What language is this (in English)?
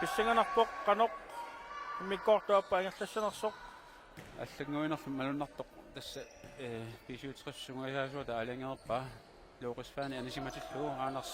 Kalaallisut